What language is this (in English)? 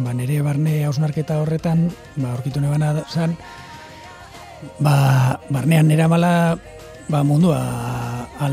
Basque